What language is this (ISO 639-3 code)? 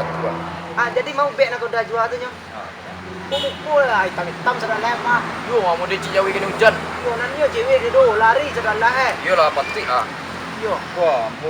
min